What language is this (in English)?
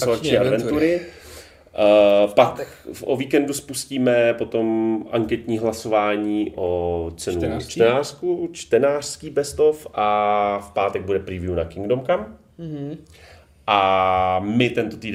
Czech